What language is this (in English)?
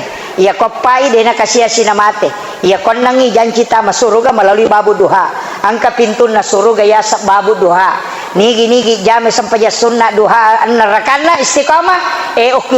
Buginese